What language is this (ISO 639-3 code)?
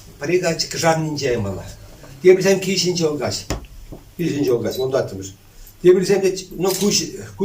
chv